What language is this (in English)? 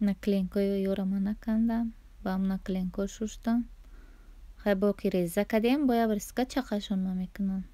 Tajik